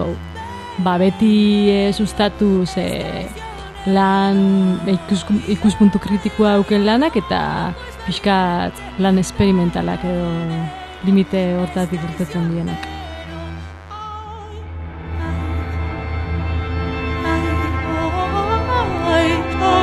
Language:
Basque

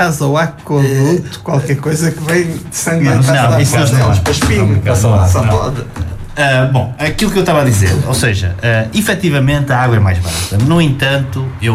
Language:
Portuguese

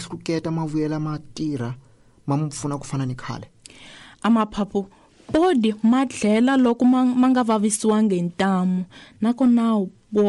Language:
Tsonga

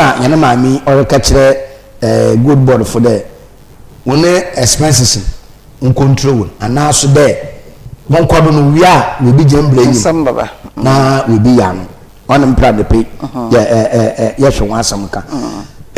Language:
Akan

